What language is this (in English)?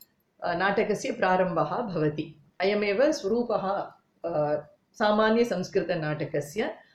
Sanskrit